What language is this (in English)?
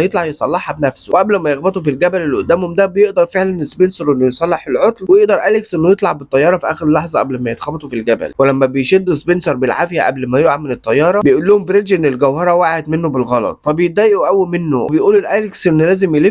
Egyptian Arabic